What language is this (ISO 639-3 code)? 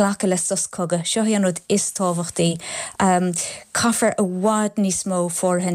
gle